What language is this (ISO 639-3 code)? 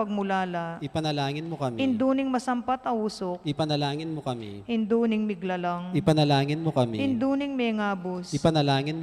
pam